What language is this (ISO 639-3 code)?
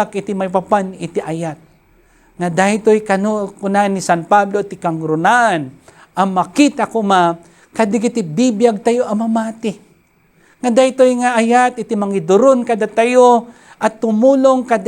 ilo